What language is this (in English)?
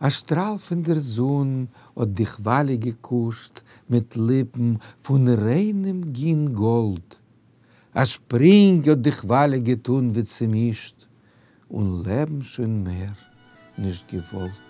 Yiddish